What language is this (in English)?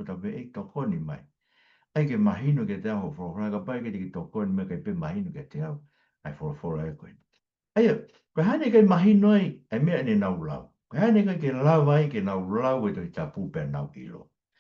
Tongan